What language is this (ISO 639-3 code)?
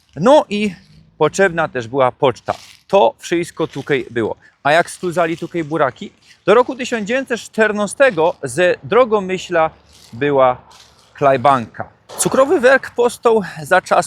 szl